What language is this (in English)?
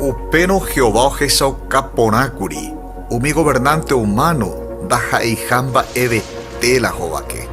Guarani